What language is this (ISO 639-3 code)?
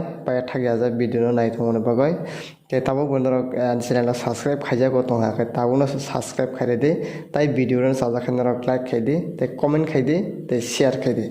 trp